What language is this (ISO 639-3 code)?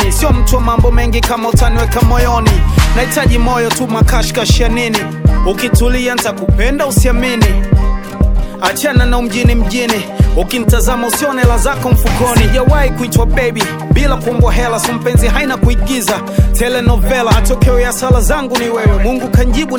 swa